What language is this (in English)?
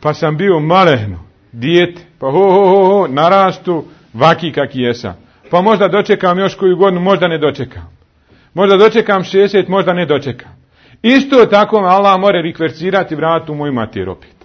Bosnian